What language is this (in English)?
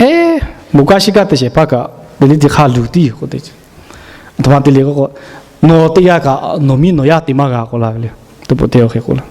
Lahu